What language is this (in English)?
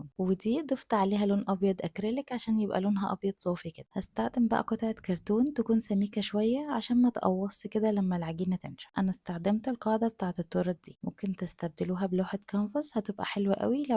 Egyptian Arabic